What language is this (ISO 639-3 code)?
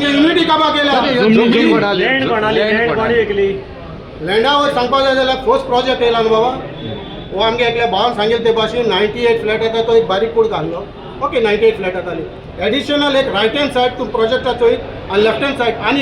kok